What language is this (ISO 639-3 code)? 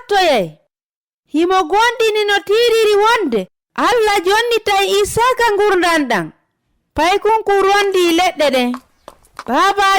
ful